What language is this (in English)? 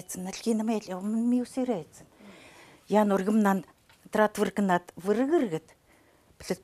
Chukot